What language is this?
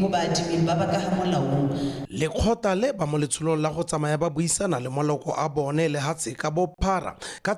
Tswana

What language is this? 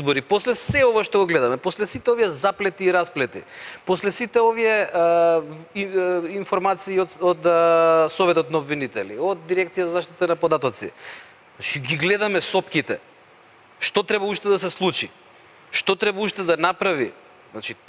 Macedonian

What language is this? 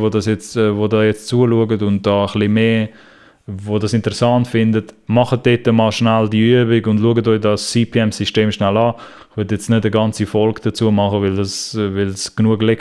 Swiss German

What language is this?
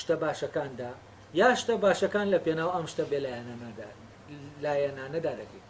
Central Kurdish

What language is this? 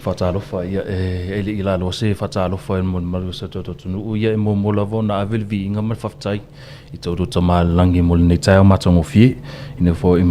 Samoan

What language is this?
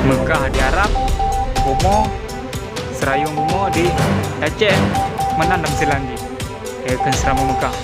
Achinese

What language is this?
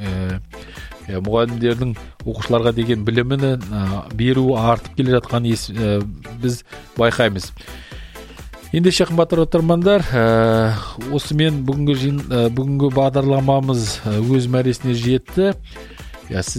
Kazakh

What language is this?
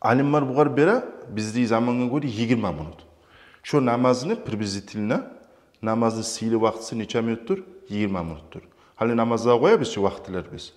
Kumyk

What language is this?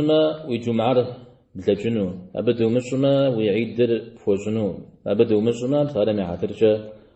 Kabardian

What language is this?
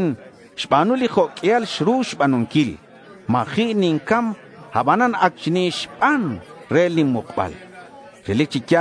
Kekchí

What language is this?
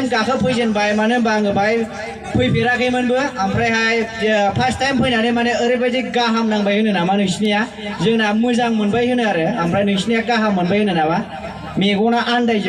Bodo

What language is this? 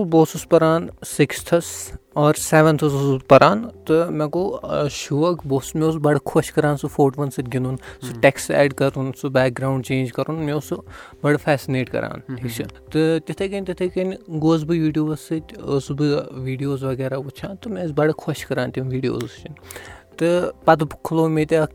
Kashmiri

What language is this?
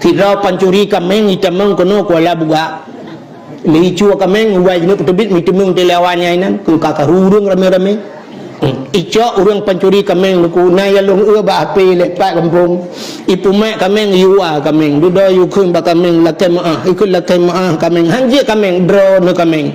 Achinese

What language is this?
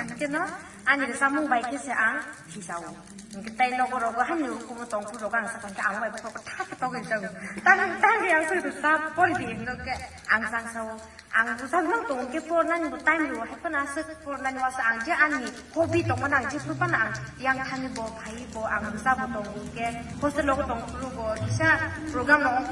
Kok Borok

